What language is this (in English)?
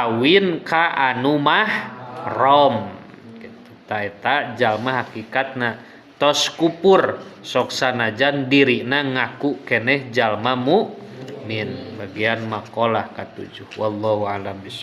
Sundanese